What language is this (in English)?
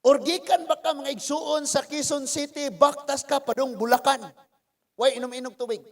Cebuano